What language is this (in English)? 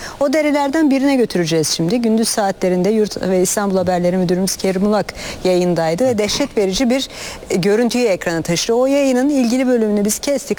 Turkish